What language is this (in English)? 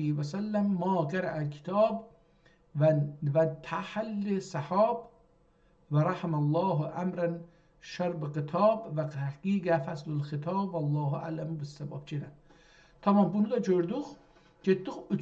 South Azerbaijani